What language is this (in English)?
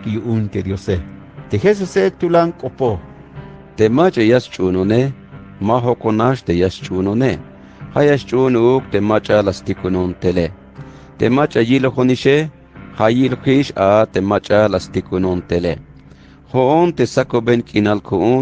Tzeltal